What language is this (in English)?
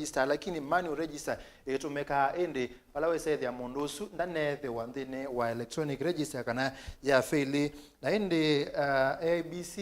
Kamba